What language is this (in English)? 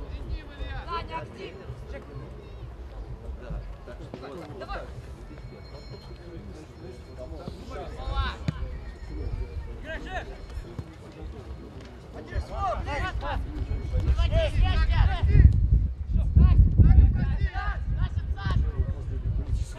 Russian